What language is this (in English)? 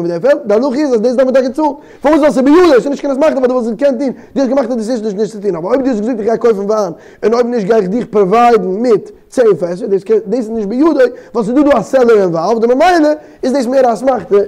Yiddish